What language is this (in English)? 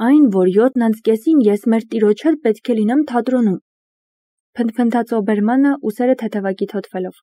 Armenian